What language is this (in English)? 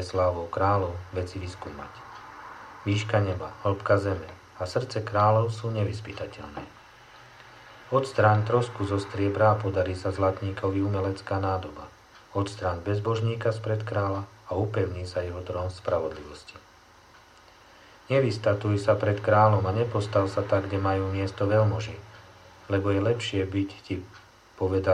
Slovak